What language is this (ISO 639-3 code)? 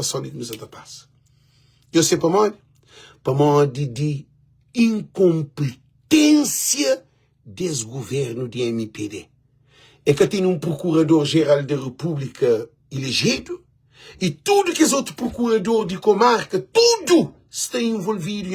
kea